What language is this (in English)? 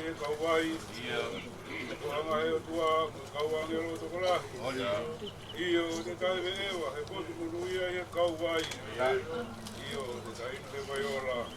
Tongan